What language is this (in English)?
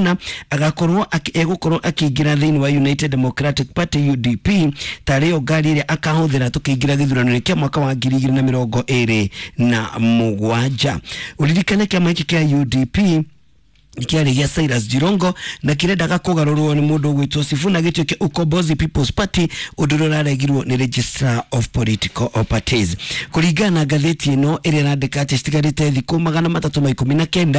Kikuyu